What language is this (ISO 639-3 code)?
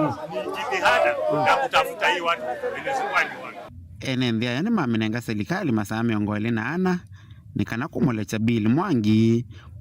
kam